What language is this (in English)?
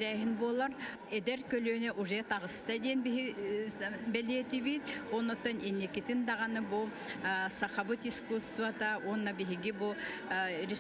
Yakut